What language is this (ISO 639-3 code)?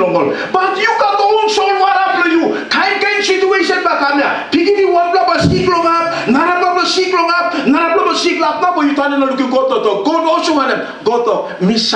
tpi